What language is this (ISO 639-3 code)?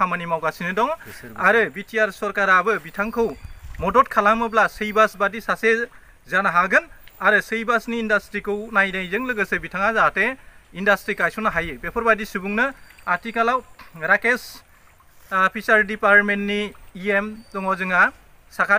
brx